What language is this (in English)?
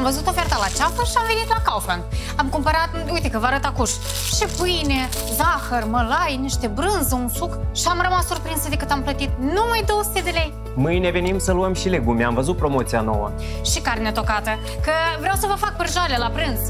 Romanian